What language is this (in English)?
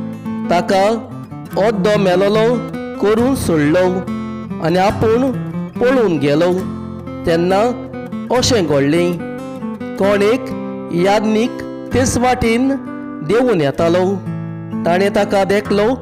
Konkani